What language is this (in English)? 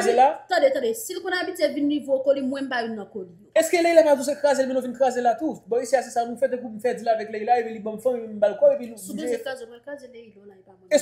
Haitian Creole